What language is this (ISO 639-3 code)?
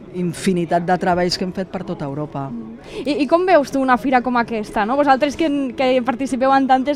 cat